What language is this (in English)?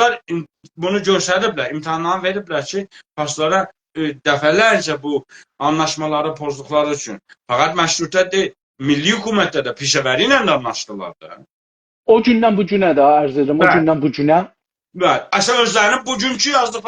South Azerbaijani